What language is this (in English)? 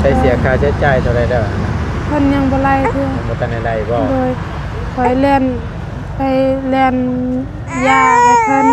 Northeastern Thai